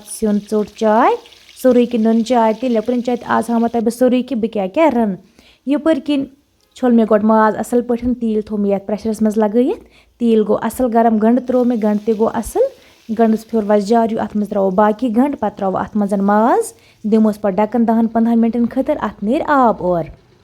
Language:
Kashmiri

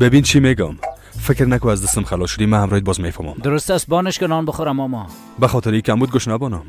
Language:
Persian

